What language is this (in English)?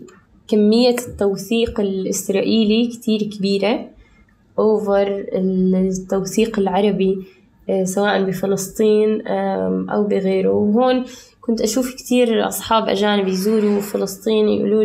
North Levantine Arabic